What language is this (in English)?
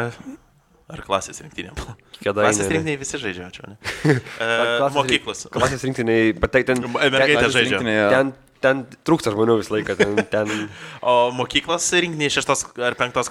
Lithuanian